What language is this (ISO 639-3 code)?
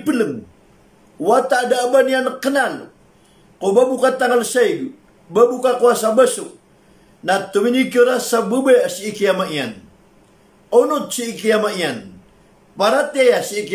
mrw